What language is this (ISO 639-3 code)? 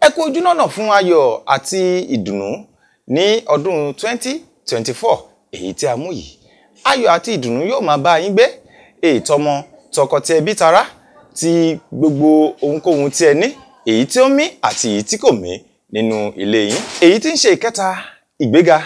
yor